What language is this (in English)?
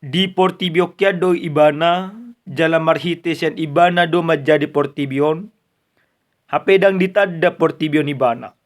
Batak Toba